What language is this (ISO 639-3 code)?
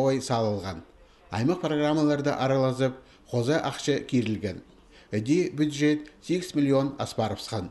kjh